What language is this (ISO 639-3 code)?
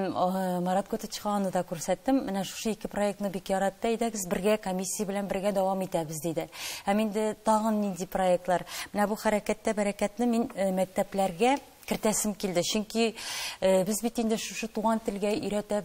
tat